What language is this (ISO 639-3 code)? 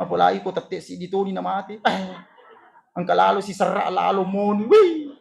bug